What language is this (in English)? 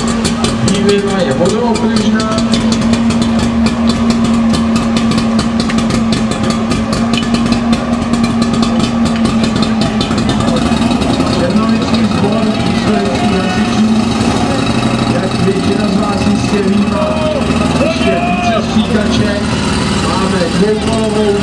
Czech